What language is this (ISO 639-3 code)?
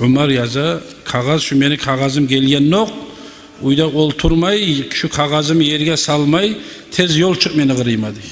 kum